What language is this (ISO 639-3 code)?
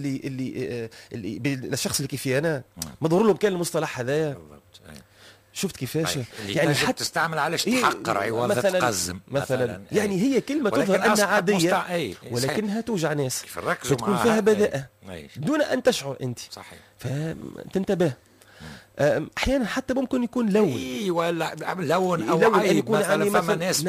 aeb